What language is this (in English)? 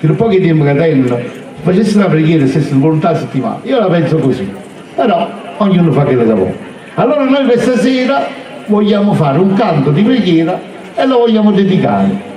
Neapolitan